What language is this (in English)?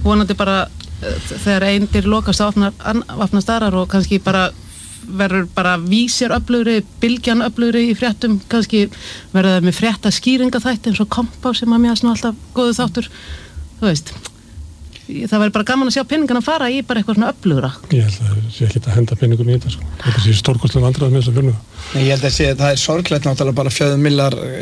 Icelandic